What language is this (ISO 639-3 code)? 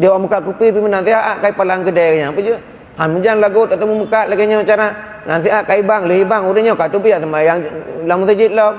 ace